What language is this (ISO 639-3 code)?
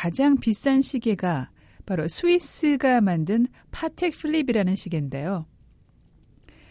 kor